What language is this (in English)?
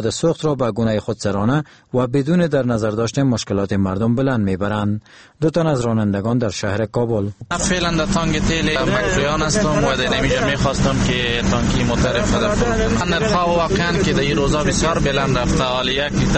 Persian